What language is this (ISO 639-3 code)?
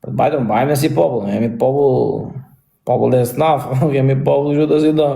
sqi